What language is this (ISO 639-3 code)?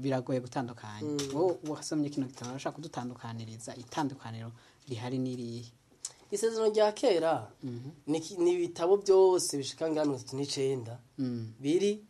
run